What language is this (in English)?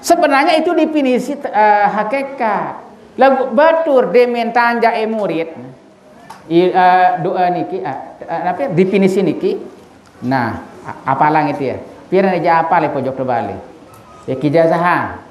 Sasak